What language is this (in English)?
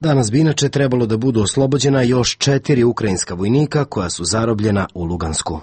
Serbian